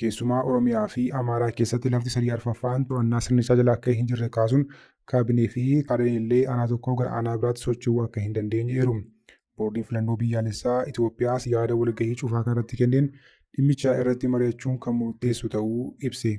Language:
Oromo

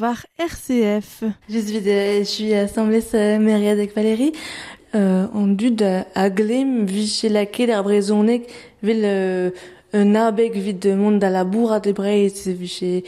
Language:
Breton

